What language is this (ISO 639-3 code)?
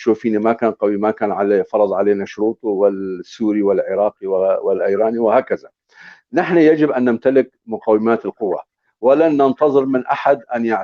apc